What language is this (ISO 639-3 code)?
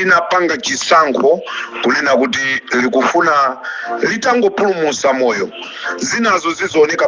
nya